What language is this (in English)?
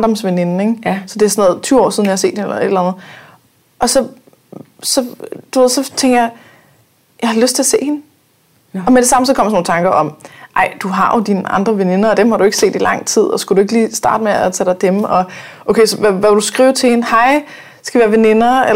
Danish